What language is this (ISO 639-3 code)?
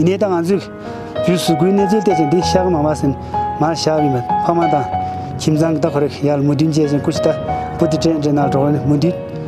bod